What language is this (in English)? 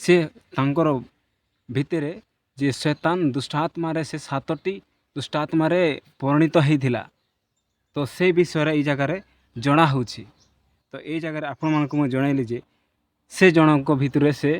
Odia